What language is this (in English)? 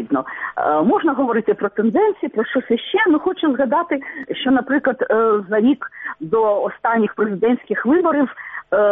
Ukrainian